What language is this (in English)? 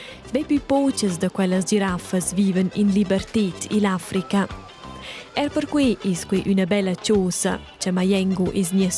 Romansh